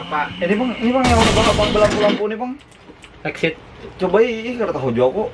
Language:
Banjar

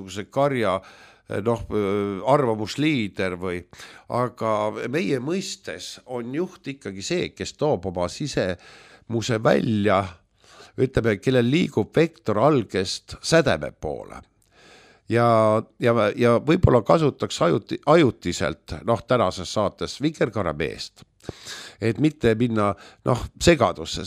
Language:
Estonian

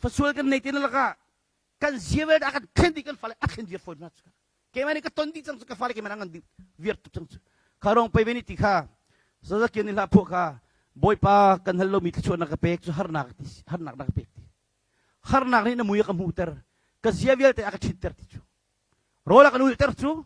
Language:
Hakha Chin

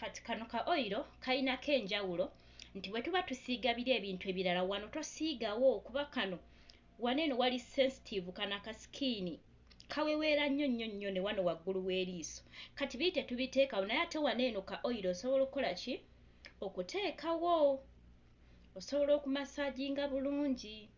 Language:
Ganda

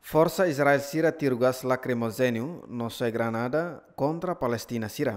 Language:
Tetum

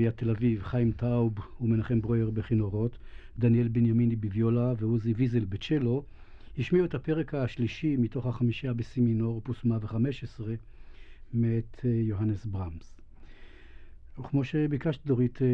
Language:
Hebrew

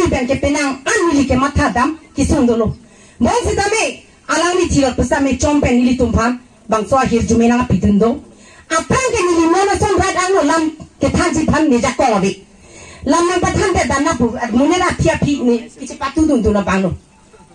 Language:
Karbi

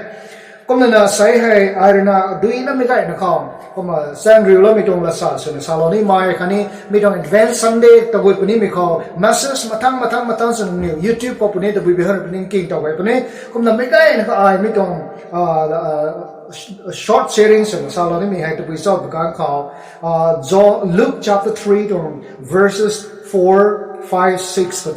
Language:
Rongmei Naga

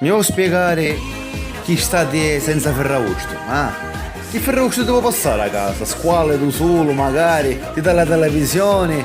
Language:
Sicilian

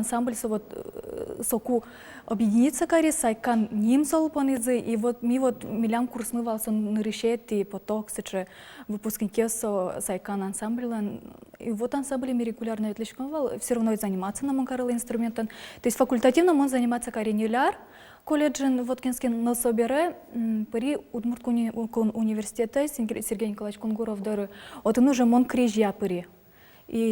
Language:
Udmurt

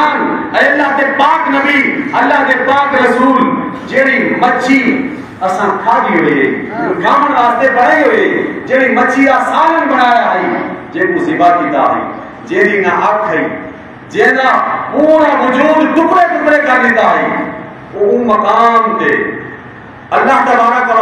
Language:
Saraiki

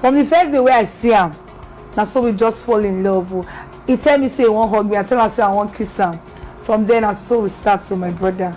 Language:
Nigerian Pidgin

